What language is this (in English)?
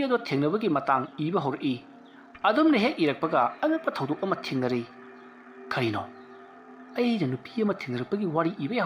Manipuri